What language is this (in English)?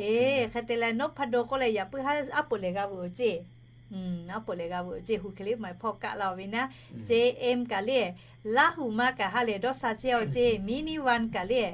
Lahu